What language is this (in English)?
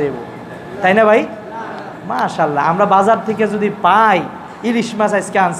Bangla